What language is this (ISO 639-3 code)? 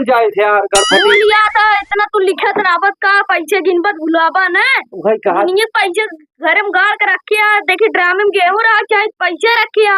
awa